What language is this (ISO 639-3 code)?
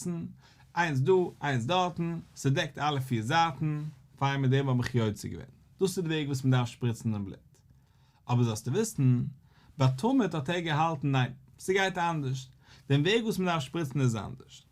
yid